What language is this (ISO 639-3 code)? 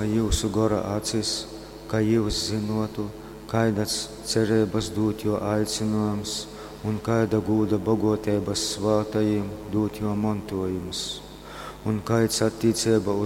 ltg